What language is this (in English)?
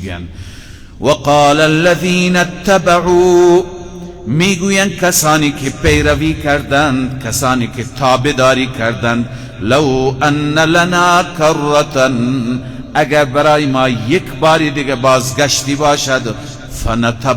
Persian